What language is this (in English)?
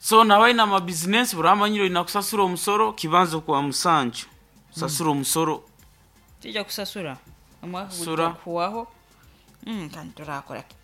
Nyoro